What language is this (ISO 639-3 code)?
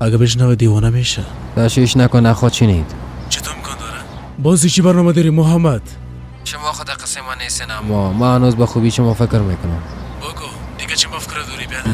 fas